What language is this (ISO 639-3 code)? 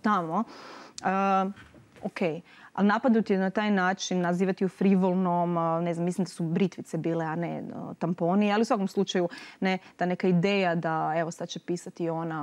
hrv